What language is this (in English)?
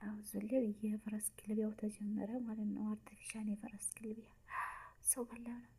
Amharic